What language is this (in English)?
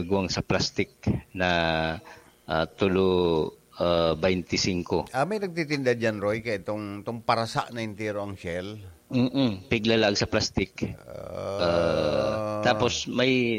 Bikol